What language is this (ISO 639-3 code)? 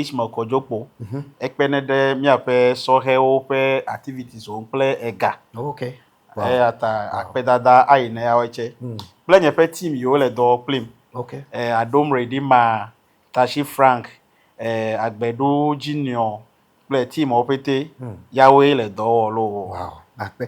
ewe